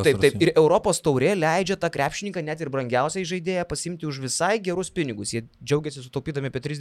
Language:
Lithuanian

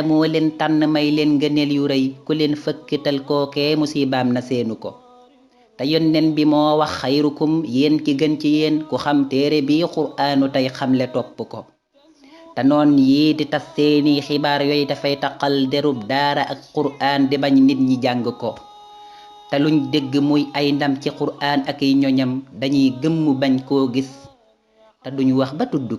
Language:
Wolof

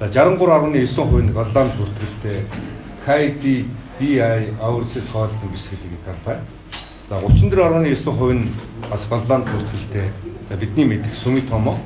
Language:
Mongolian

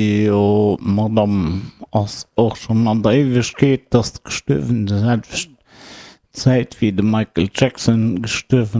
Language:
Luxembourgish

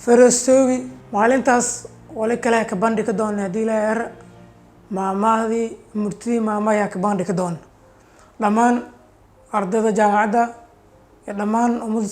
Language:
Somali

